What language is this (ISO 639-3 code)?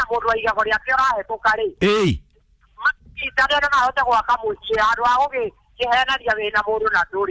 kik